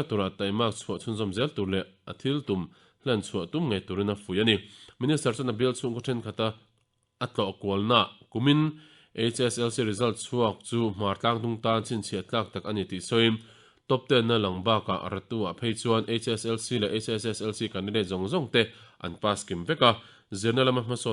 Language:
Mizo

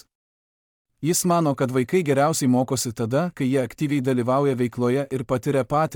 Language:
Lithuanian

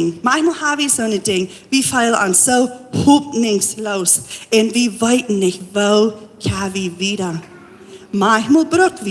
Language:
Plautdietsch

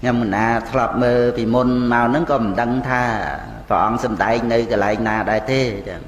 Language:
Khmer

